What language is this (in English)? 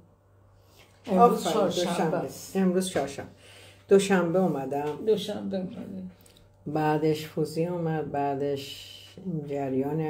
Persian